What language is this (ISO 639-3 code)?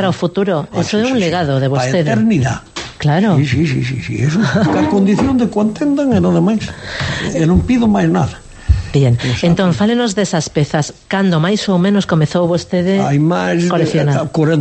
glg